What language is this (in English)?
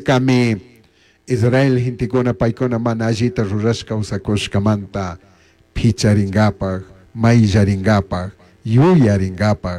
Chimborazo Highland Quichua